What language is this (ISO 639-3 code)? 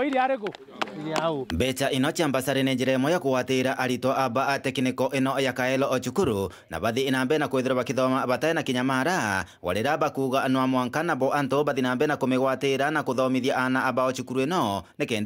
mer